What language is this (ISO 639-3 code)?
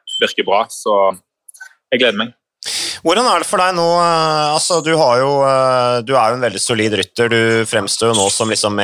nor